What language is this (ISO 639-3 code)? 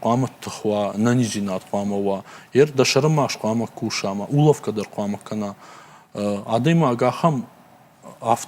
oss